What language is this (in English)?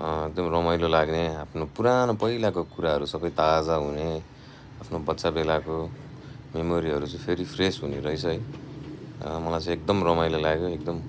Nepali